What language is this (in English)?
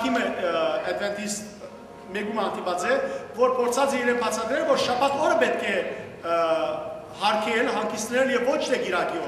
Western Armenian